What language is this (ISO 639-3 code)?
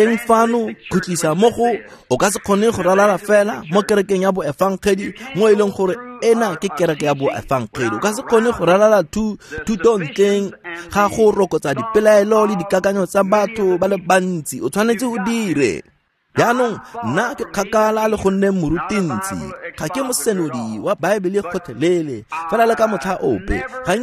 tsn